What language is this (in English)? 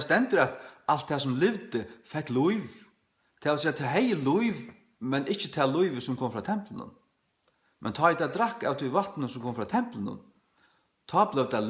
Faroese